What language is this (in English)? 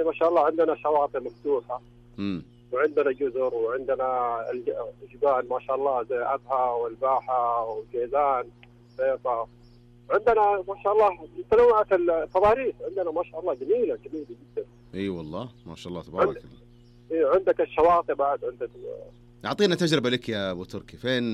Najdi Arabic